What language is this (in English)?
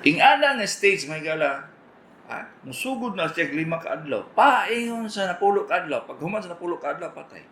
Cebuano